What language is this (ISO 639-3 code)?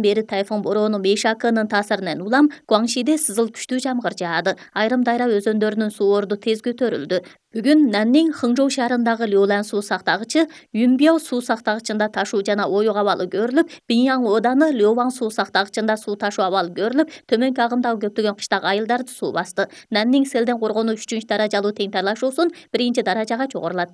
kir